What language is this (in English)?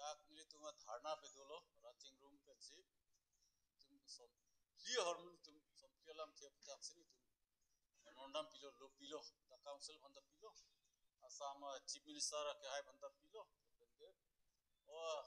Karbi